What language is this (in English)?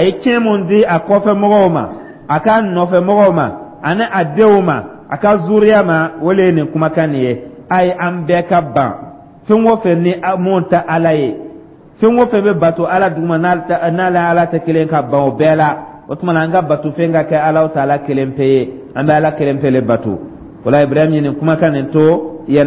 Dyula